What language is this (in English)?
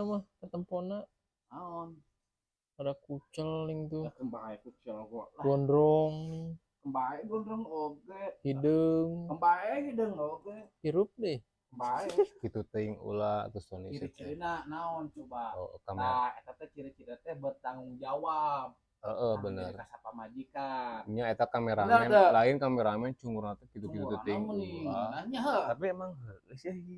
Sundanese